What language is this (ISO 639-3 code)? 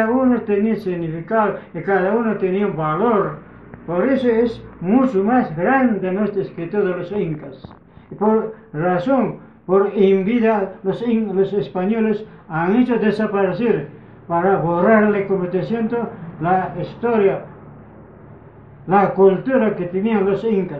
spa